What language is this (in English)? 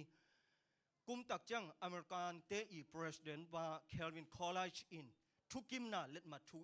Tedim Chin